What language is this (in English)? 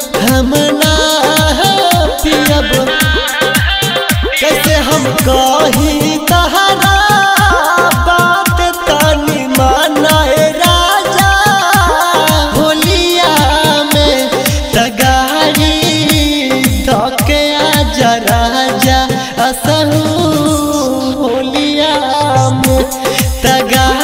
Bhojpuri